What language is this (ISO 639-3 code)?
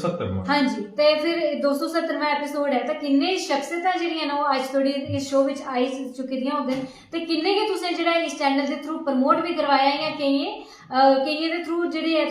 doi